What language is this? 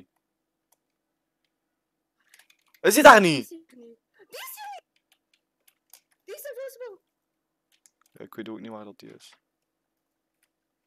Dutch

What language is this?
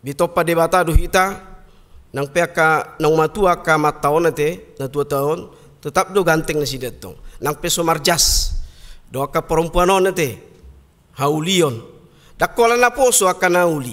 Batak Toba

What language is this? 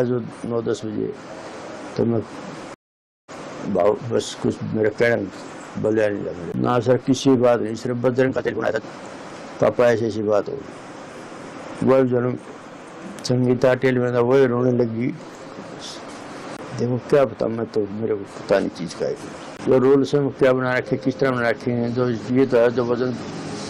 Gujarati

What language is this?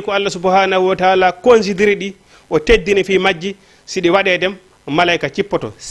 Fula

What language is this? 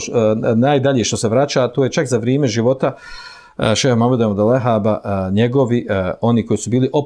Bosnian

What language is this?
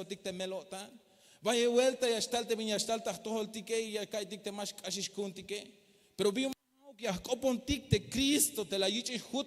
Tzeltal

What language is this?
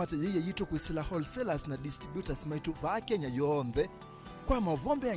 Kamba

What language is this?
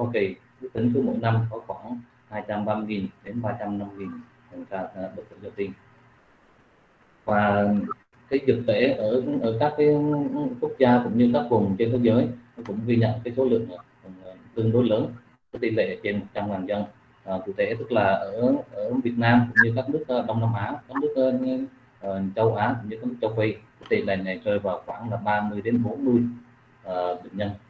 Vietnamese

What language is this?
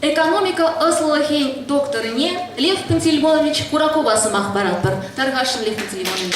Chuvash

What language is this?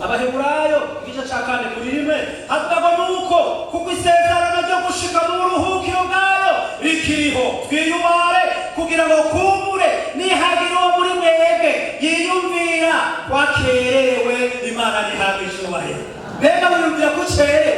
Rundi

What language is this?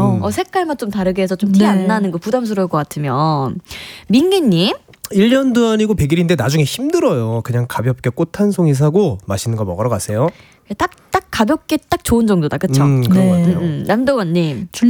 Korean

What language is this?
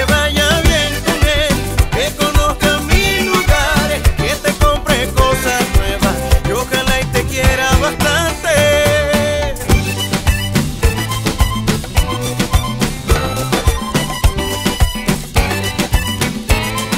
Spanish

